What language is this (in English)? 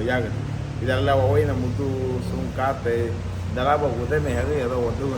Garifuna